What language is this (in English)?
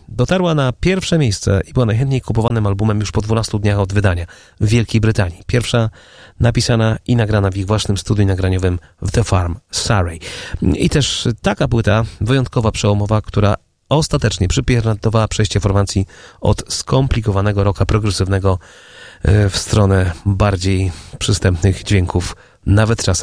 Polish